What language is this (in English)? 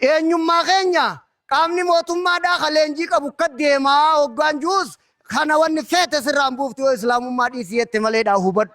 Oromo